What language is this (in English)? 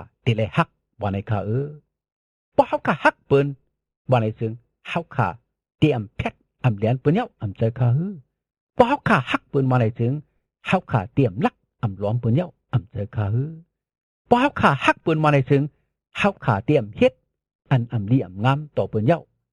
Shan